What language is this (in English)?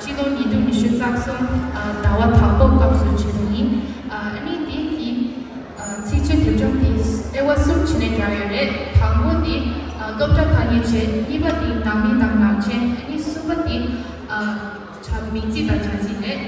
Tibetan